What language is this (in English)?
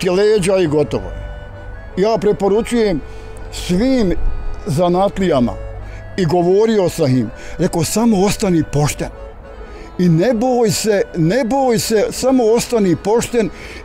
Bosnian